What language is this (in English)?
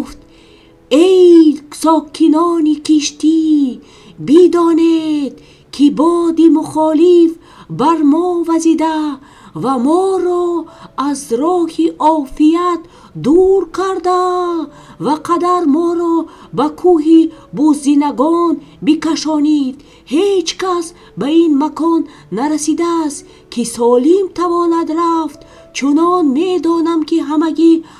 Tajik